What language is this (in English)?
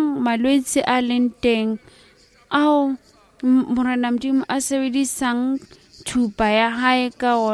Southern Sotho